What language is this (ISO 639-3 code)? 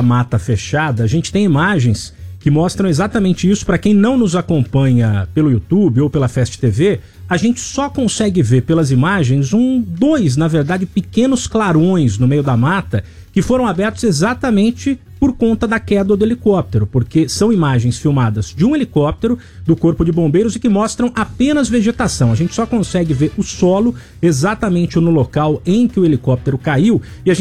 por